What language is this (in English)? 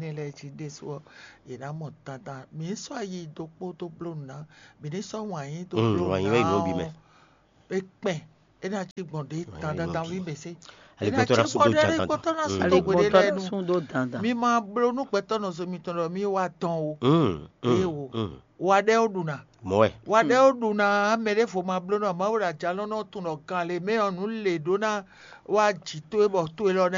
Fon